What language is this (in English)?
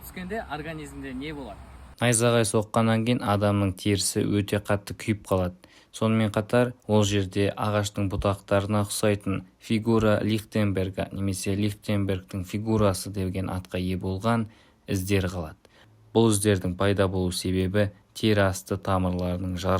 Kazakh